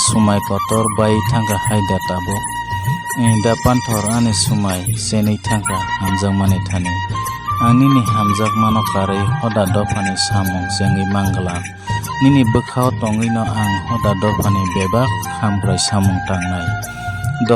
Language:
Kok Borok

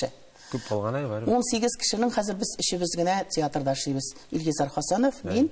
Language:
Tatar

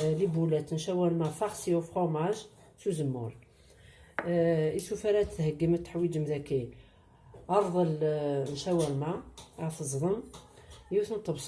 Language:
Kabyle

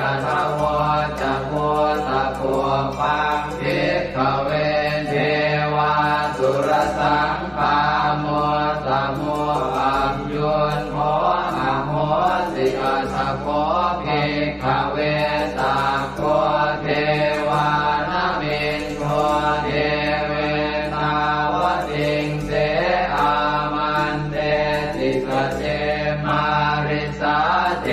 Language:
Pali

